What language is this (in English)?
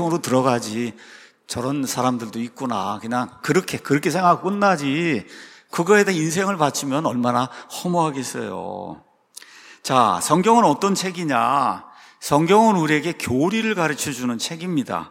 Korean